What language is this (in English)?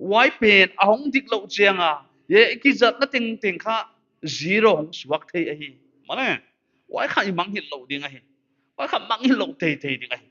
Paite Chin